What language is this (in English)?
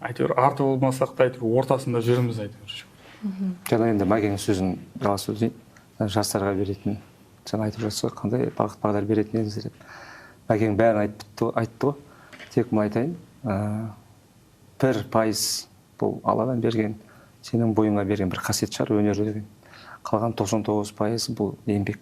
Kazakh